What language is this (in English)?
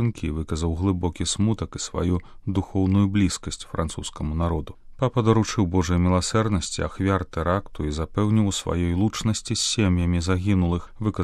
Belarusian